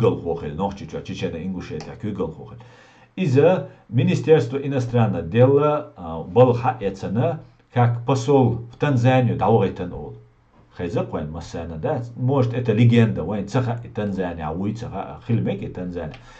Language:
Chechen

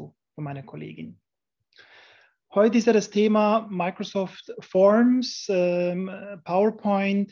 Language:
German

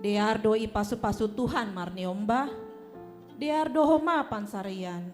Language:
Batak Simalungun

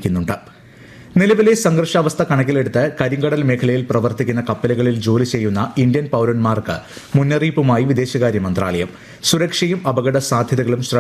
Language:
Malayalam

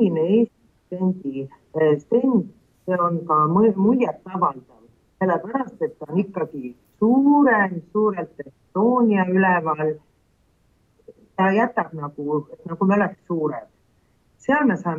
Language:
Estonian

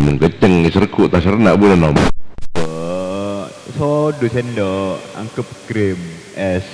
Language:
Madurese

